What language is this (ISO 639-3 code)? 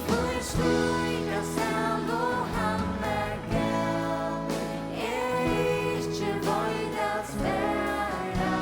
fao